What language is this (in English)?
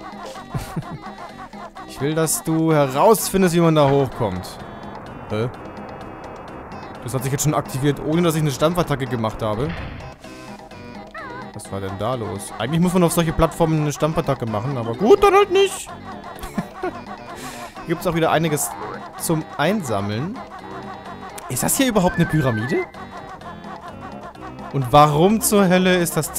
German